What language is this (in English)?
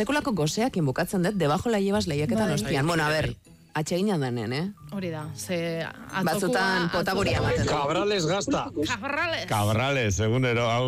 Basque